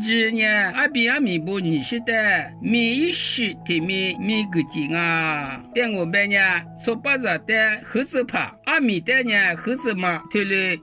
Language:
Lisu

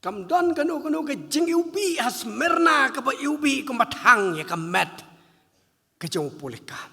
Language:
Khasi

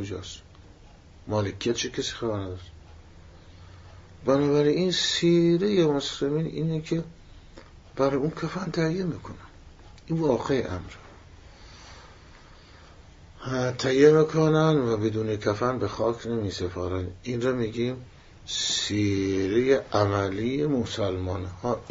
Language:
Persian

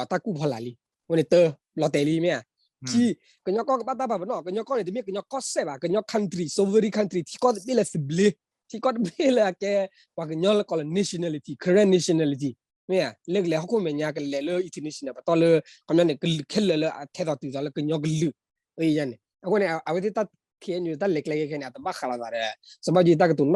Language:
S'gaw Karen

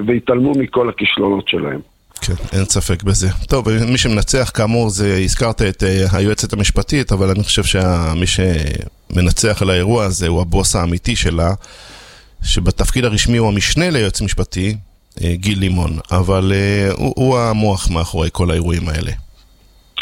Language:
Hebrew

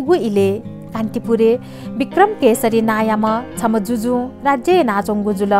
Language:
Newari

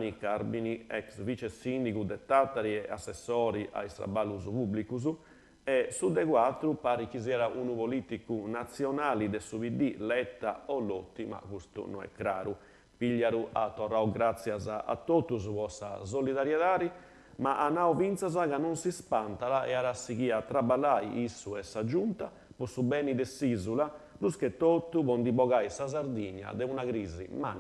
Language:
Sardinian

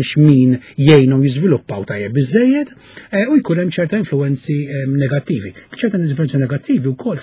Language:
Maltese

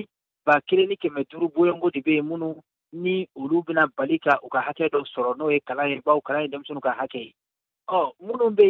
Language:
Bambara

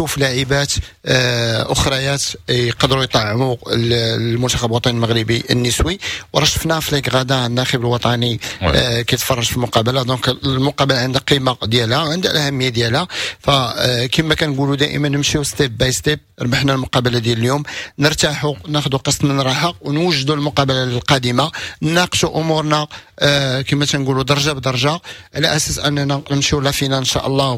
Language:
Moroccan Arabic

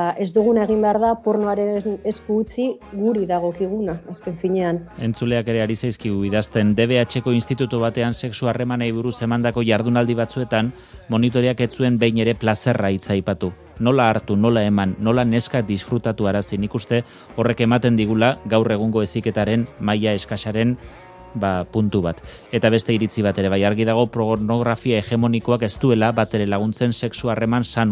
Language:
Basque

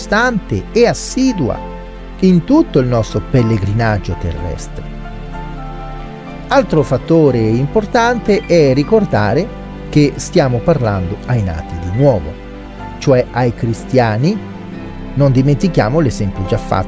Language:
Italian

